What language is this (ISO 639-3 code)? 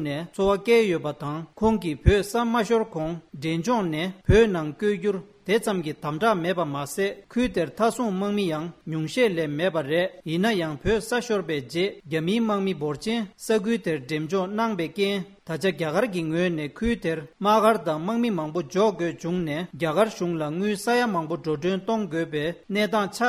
bod